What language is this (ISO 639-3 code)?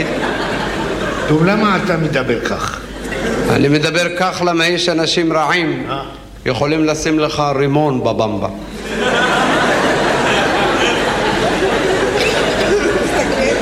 heb